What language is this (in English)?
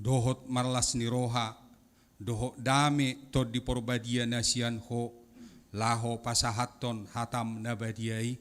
Batak Toba